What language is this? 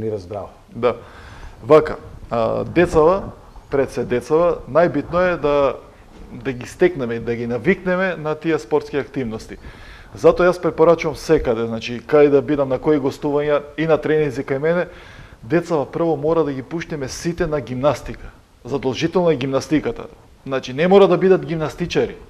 Macedonian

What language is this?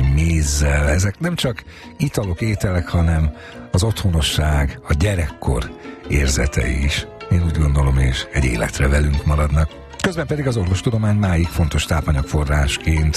Hungarian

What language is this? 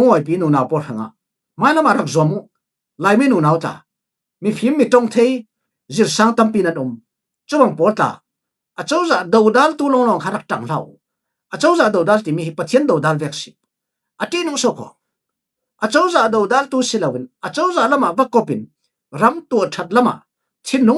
Falam Chin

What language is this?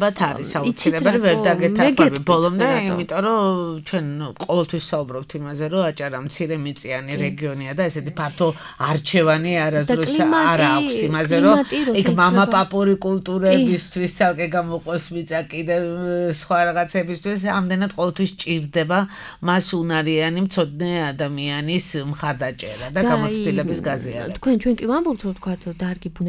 Georgian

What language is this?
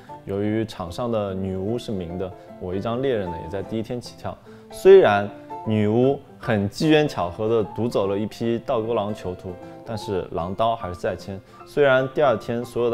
Chinese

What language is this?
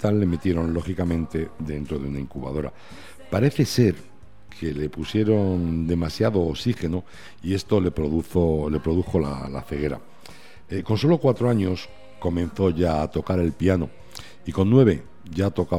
Spanish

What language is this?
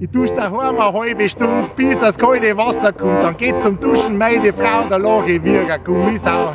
Bavarian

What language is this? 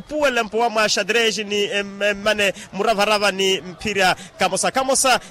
Makhuwa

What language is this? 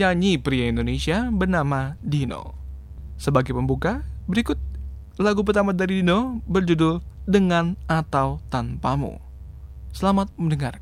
Indonesian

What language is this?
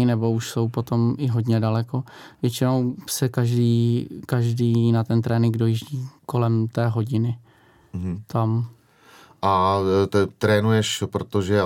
Czech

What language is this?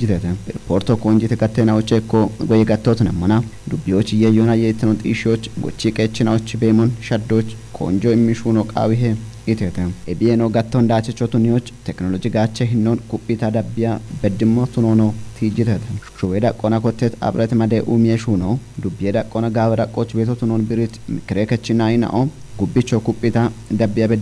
Kafa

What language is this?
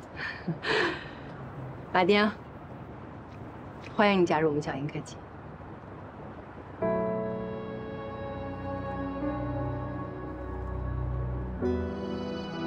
Chinese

